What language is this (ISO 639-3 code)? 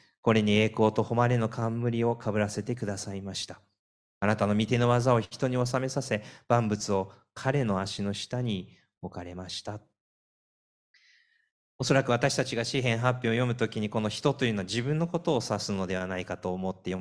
jpn